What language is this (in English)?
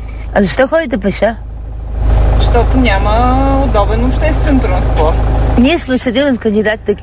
Bulgarian